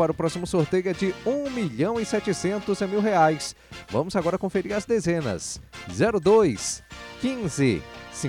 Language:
Portuguese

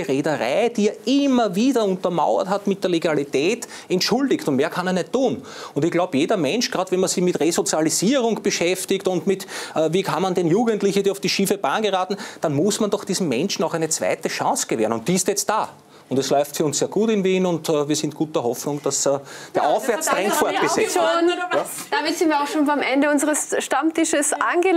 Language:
German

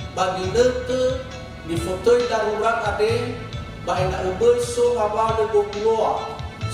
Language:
Nias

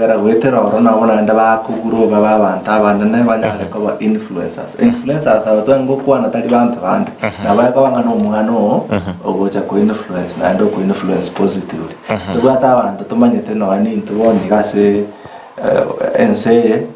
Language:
Gusii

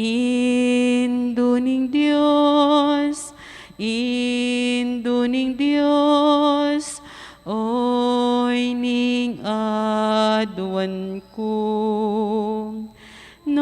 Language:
Pampanga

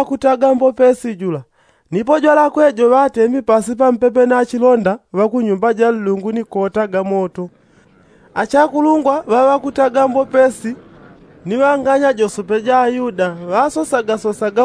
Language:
Yao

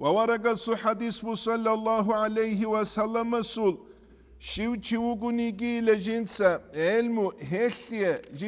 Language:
Avaric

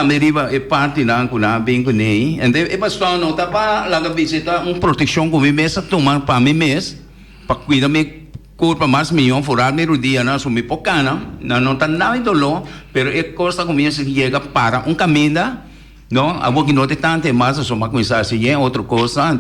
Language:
Papiamento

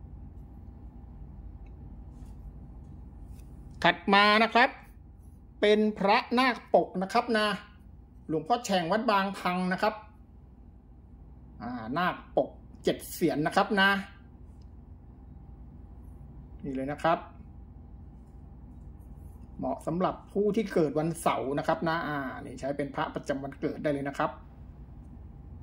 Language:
Thai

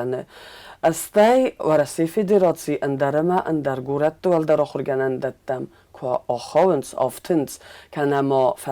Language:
Ossetic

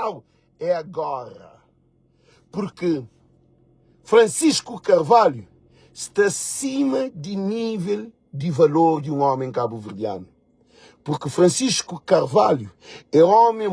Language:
Kabuverdianu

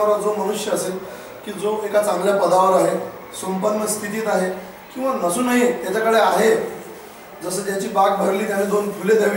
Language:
Marathi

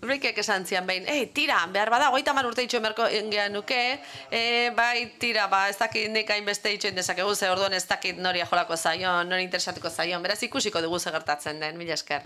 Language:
Basque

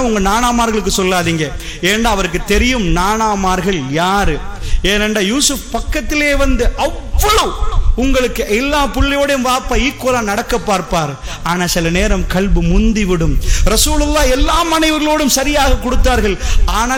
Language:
Tamil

